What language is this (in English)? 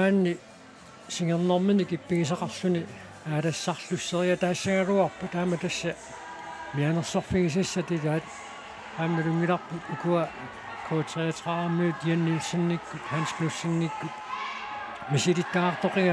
Kalaallisut